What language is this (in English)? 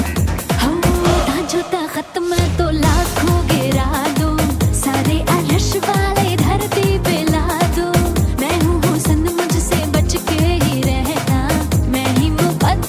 Hindi